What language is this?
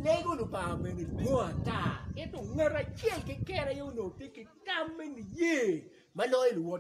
Acoli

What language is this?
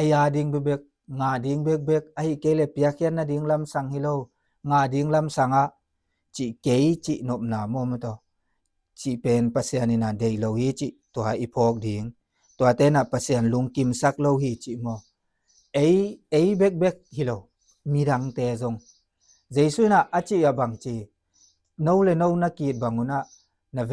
Tedim Chin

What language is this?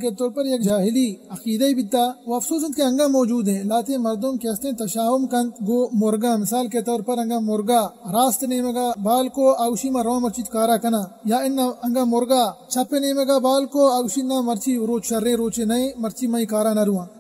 Baluchi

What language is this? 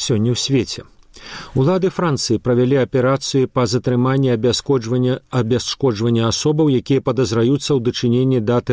Belarusian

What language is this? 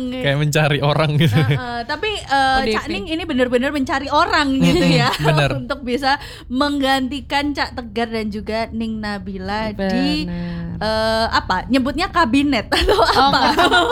Indonesian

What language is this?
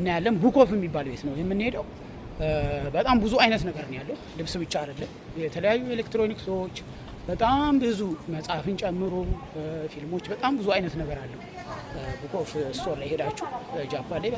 Amharic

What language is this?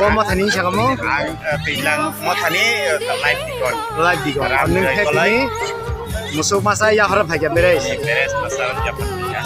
Kok Borok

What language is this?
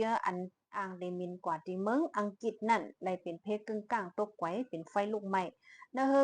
Shan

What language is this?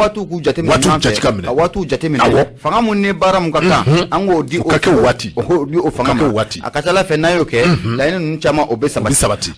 Bambara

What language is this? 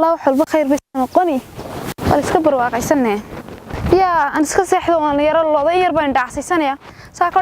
Somali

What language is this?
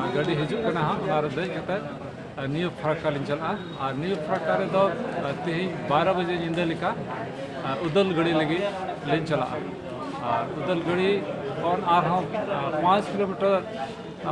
Santali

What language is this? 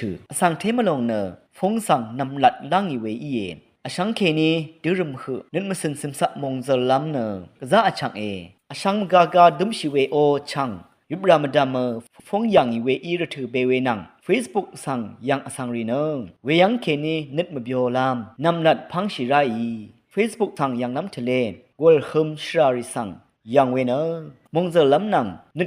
Rawang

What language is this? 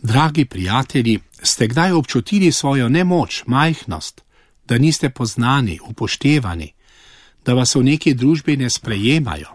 Slovenian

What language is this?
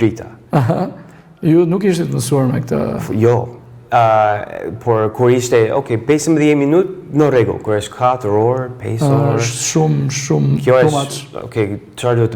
Albanian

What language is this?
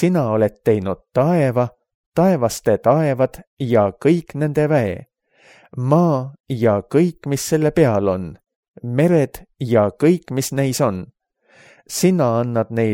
Estonian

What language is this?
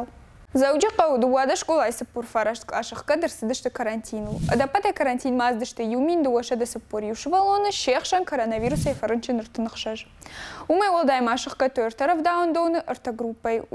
Ossetic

